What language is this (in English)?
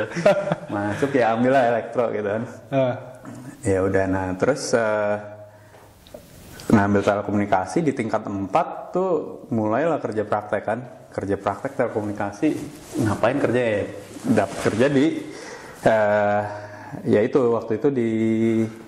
Indonesian